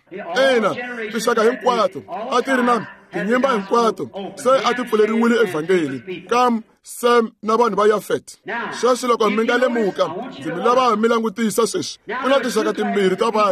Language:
Tsonga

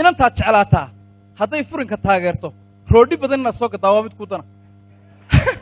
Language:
Somali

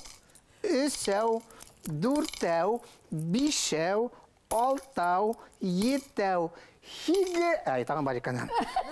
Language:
Bashkir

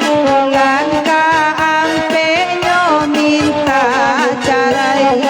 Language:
Minangkabau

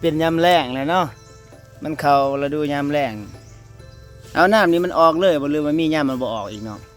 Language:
Lao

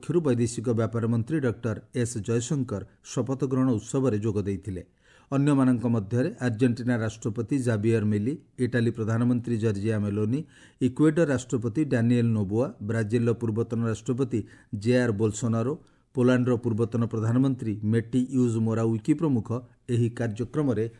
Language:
Odia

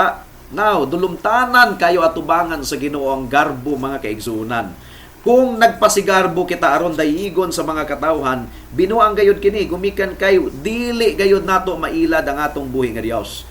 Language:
Cebuano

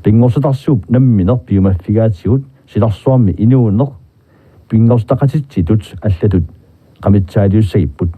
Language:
Kalaallisut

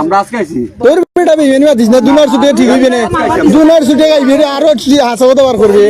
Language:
Sylheti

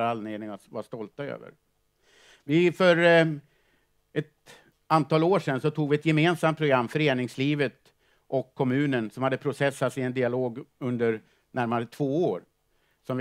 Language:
Swedish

